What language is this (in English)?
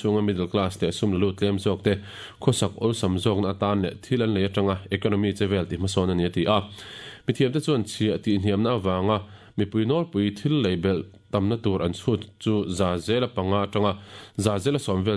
Mizo